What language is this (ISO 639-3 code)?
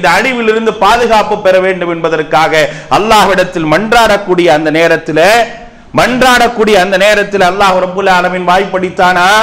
tam